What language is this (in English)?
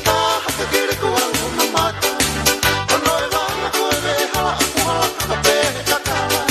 Tongan